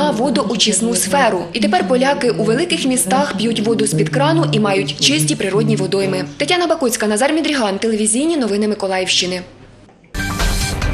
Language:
Ukrainian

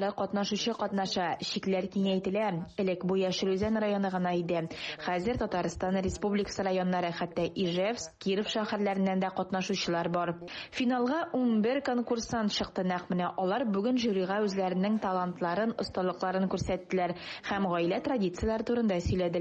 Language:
Tatar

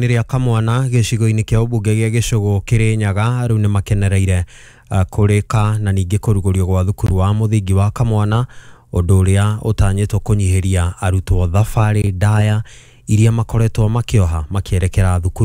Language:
Kikuyu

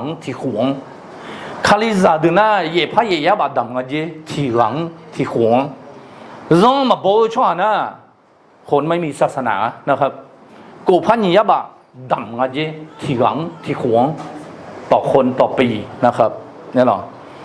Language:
Akha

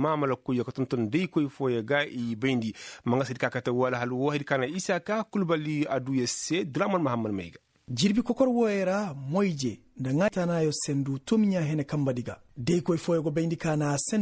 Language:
Koyraboro Senni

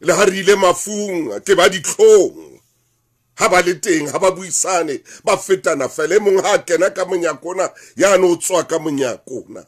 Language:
Southern Sotho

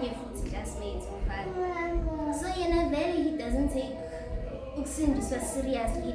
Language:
Zulu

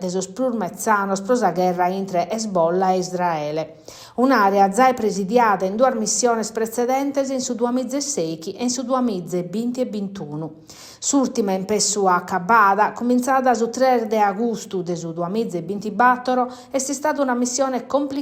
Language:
Sardinian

